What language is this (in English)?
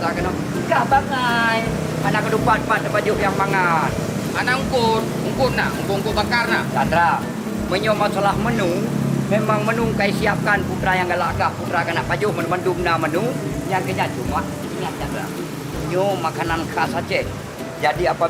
Achinese